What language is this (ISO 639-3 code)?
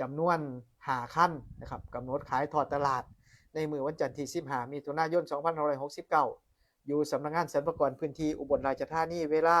tts